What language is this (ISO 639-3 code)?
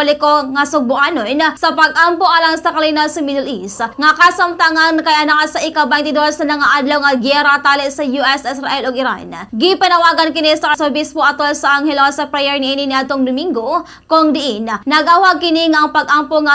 ceb